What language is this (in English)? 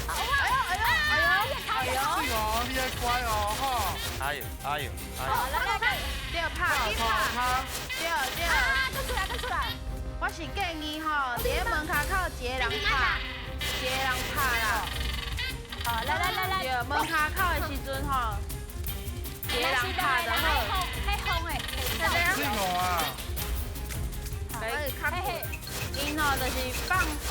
Min Nan Chinese